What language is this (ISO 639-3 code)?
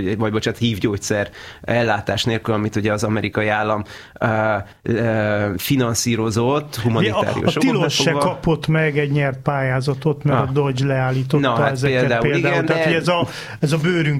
hun